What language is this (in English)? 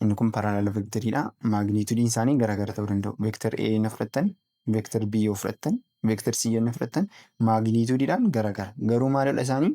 Oromo